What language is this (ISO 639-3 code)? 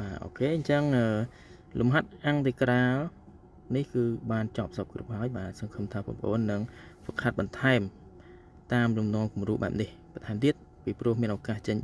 khm